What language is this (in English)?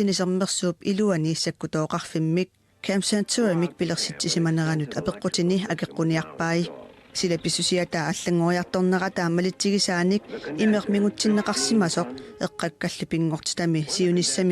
Kalaallisut